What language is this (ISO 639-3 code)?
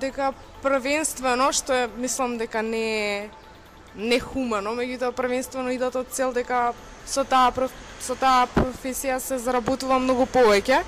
mkd